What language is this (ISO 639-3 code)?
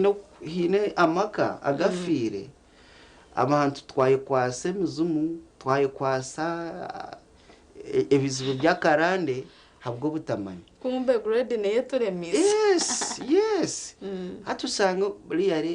nyn